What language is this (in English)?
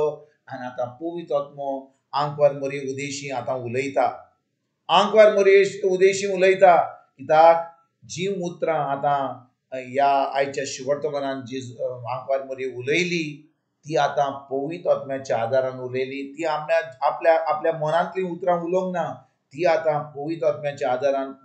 Konkani